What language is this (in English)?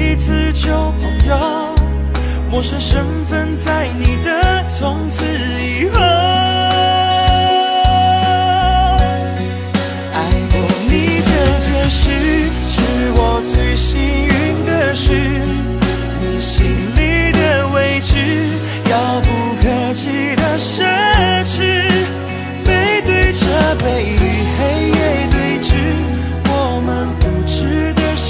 Chinese